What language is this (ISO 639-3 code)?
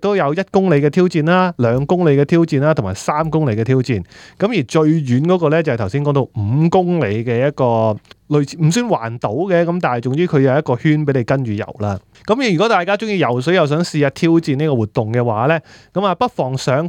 yue